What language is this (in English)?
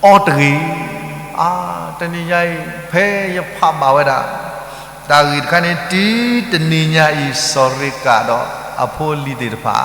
S'gaw Karen